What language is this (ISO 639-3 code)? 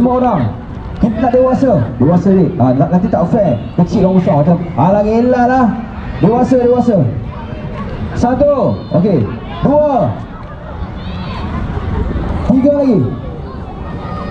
msa